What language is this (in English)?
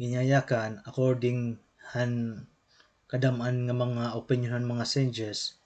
Waray